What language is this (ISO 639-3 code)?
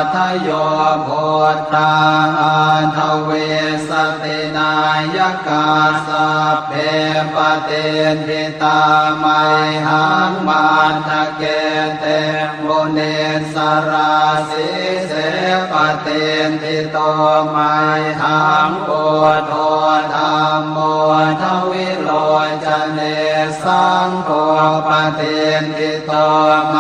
pli